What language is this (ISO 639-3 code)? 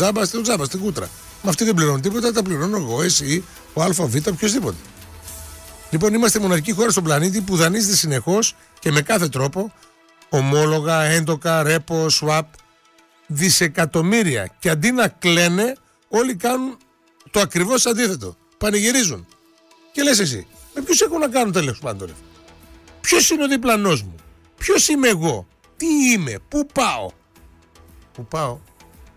ell